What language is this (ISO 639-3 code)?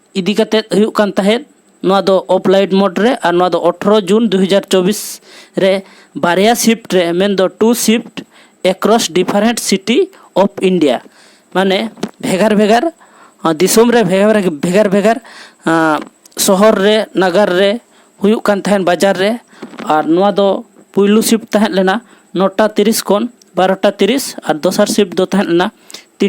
sat